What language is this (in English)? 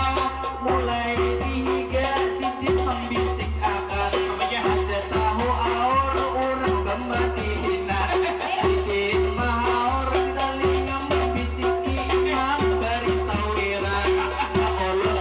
Banjar